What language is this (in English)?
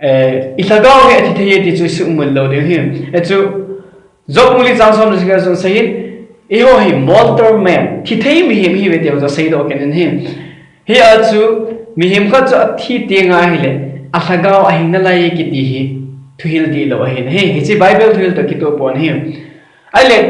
Thado Chin